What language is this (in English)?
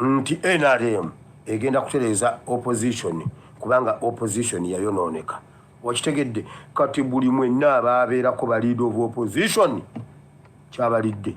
Ganda